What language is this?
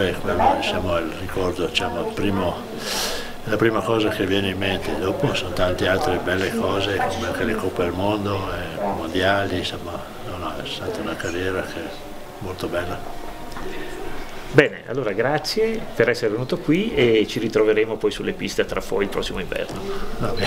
Italian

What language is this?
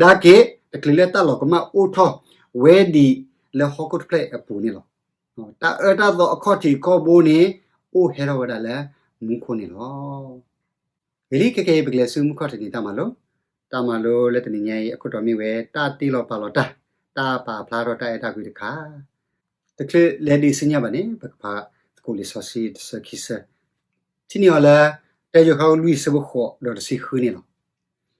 S'gaw Karen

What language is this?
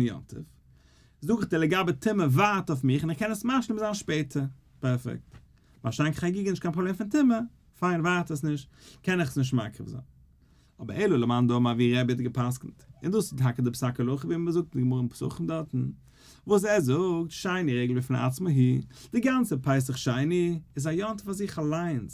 Yiddish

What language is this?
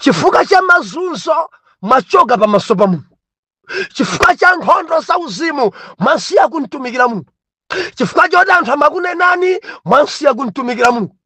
Nyanja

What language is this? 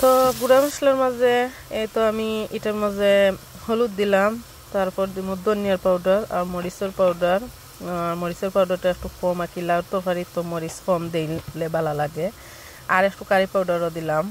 Sylheti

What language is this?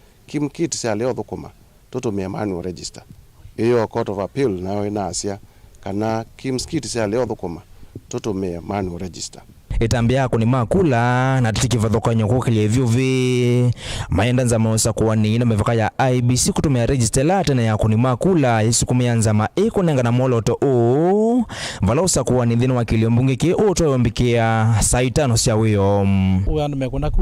Kamba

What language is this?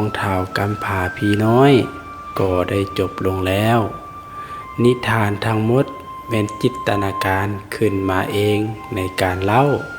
Lao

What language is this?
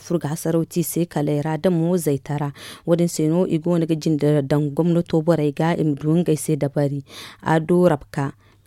Zarma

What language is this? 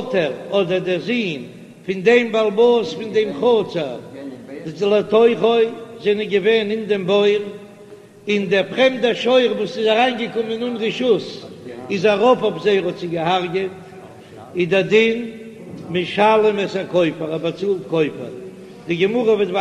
Yiddish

